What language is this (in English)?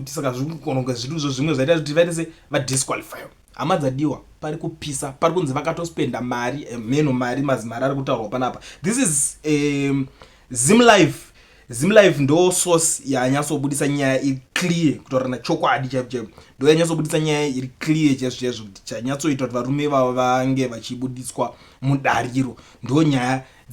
Shona